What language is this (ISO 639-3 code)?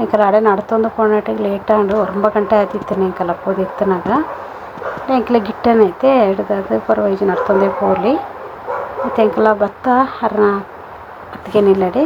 tcy